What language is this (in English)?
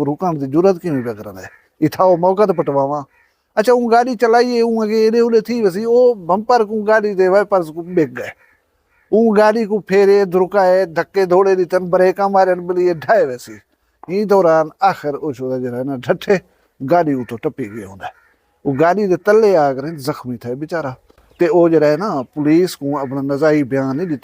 Saraiki